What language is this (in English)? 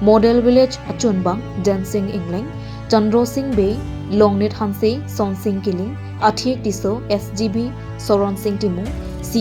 Karbi